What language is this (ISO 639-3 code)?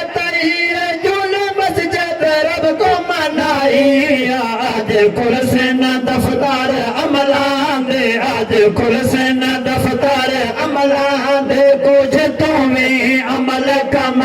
skr